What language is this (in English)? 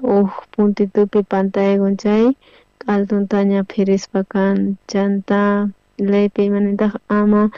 South Bolivian Quechua